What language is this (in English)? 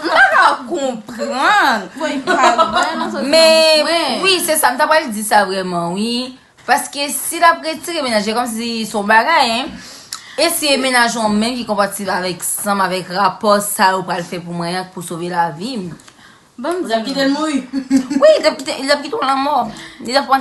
Haitian Creole